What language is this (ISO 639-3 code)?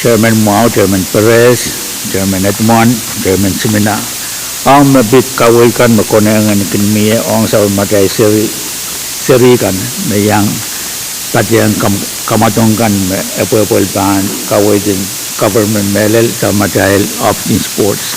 pon